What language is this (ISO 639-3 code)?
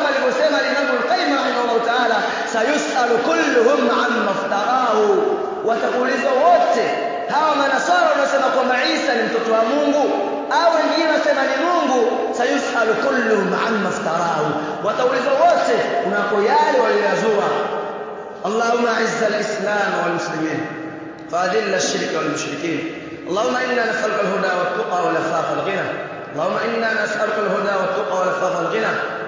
swa